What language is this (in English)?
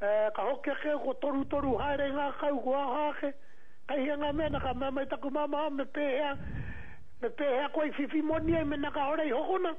Māori